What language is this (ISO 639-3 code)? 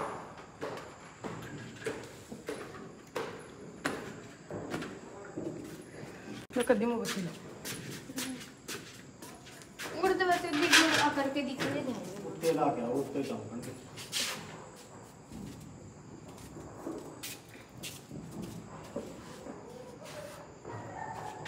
pan